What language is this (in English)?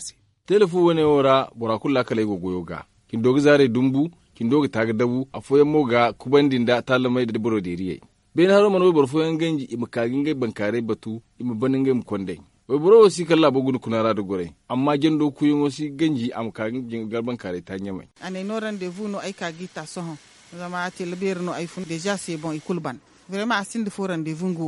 Zarma